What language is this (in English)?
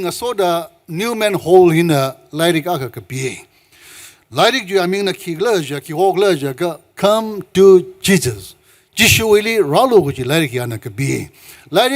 Tangkhul Naga (India)